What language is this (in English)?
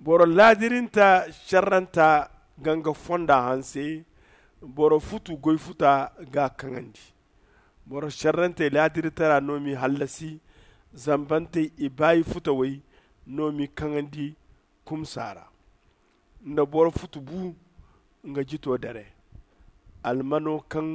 Zarma